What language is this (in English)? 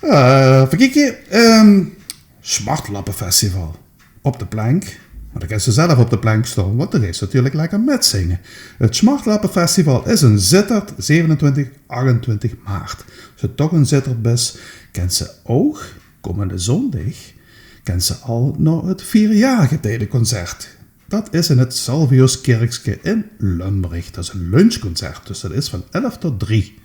Limburgish